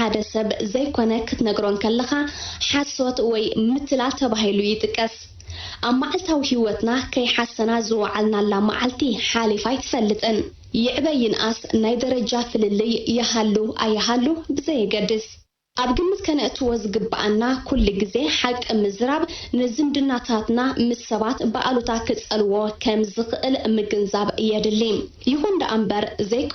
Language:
Tigrinya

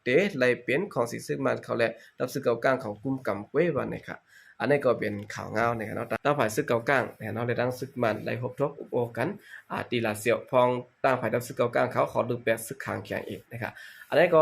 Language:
Shan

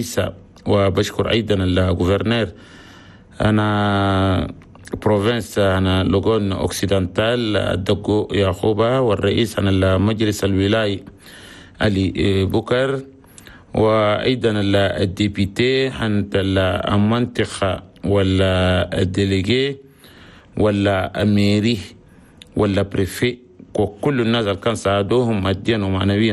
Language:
Chadian Arabic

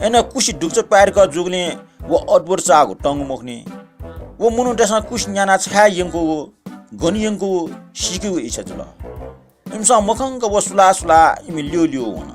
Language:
Newari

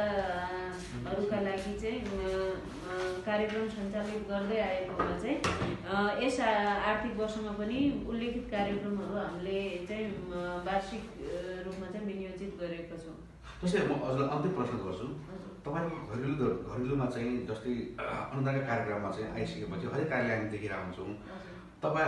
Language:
Nepali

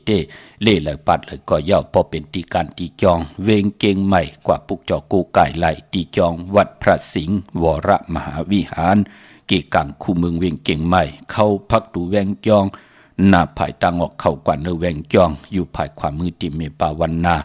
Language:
Shan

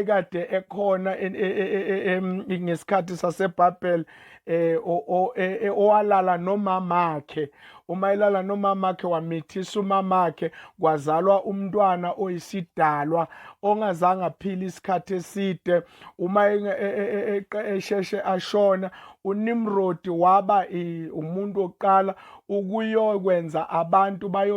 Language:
Zulu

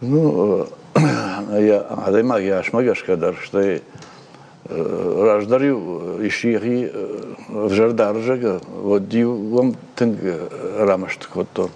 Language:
Ossetic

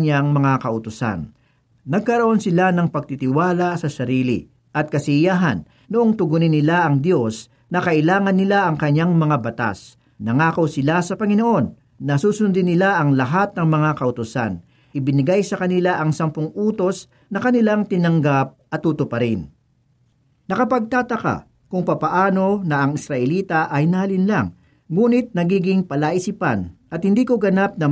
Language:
Filipino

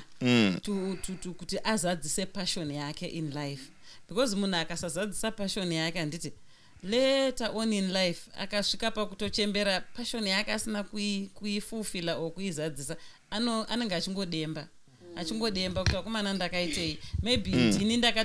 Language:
Shona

